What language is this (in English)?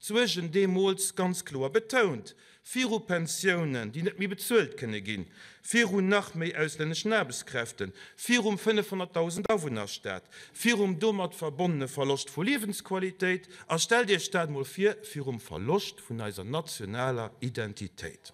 Luxembourgish